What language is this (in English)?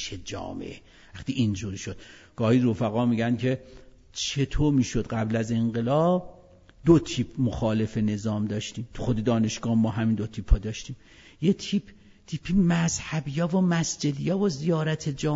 Persian